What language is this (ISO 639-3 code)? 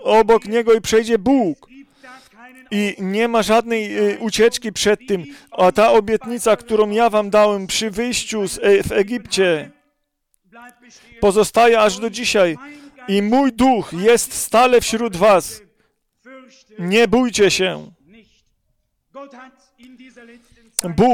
pol